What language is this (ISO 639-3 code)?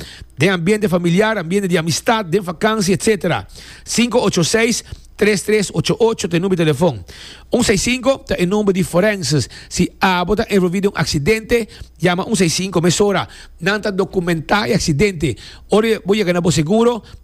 pap